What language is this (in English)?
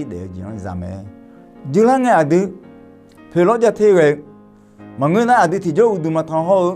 Akha